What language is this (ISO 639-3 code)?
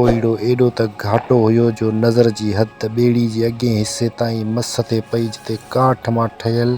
snd